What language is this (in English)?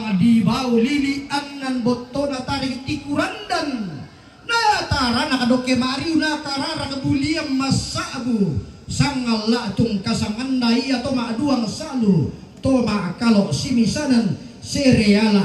Toraja-Sa'dan